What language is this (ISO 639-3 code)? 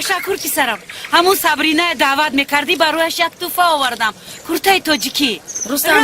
tgk